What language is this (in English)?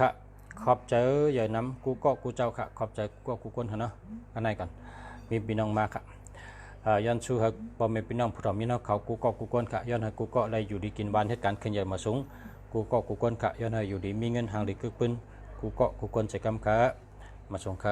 Shan